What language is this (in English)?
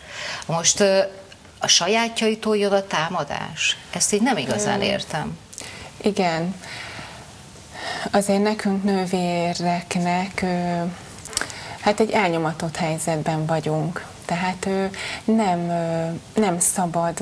Hungarian